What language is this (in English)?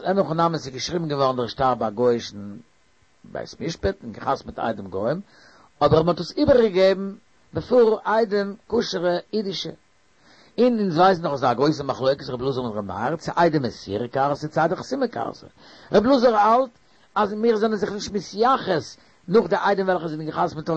Yiddish